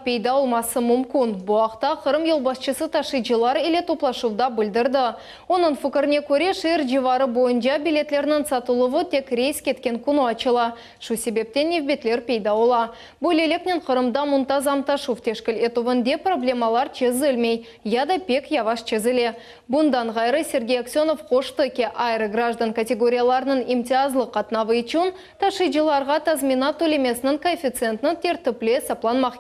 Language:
Crimean Tatar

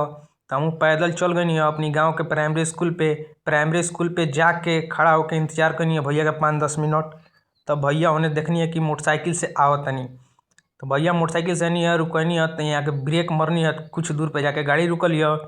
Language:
Bhojpuri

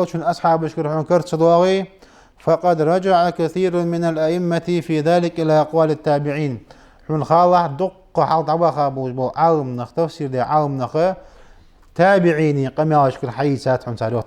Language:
Ingush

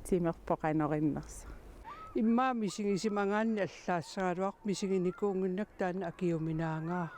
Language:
Kalaallisut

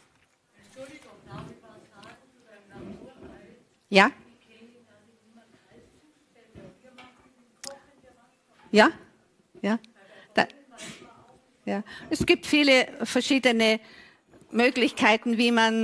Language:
German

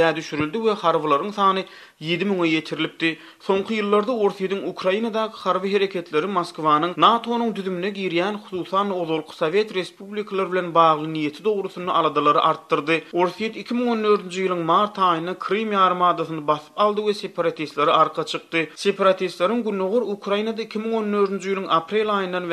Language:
Turkmen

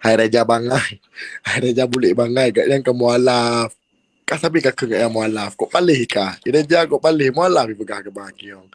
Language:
Achinese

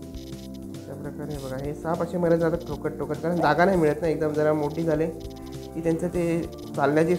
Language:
Marathi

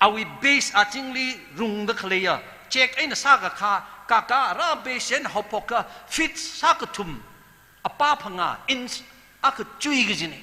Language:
Tangkhul Naga (India)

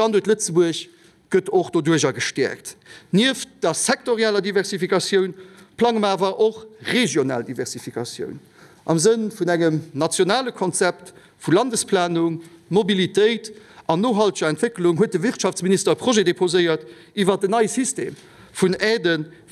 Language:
Luxembourgish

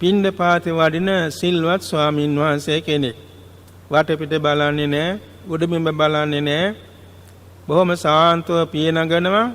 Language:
Sinhala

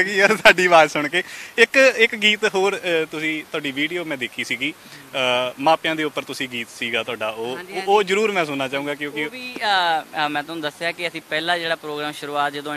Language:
Punjabi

